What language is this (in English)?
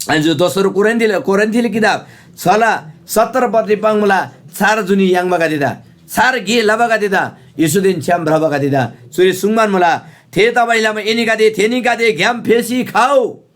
Eastern Tamang